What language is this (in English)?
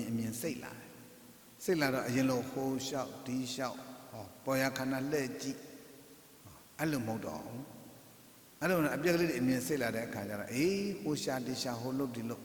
Burmese